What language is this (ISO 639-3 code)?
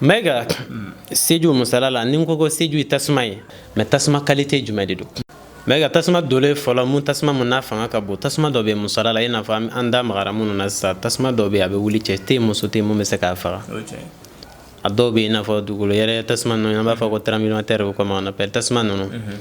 bam